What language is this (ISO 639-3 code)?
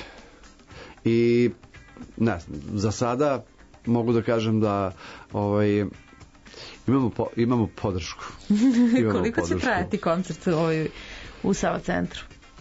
srp